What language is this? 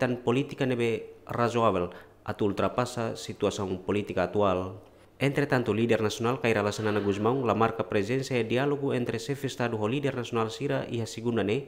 Tetum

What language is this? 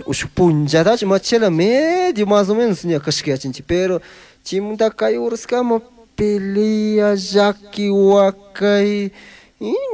Chimborazo Highland Quichua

